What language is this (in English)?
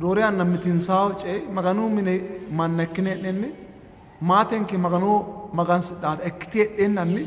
Sidamo